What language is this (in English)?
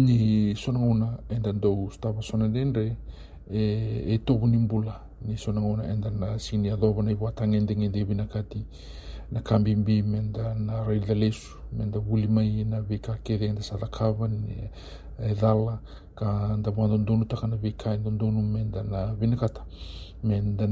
Fijian